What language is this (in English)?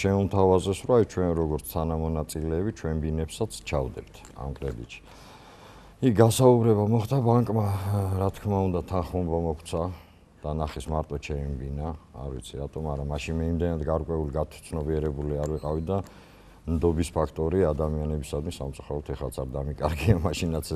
Georgian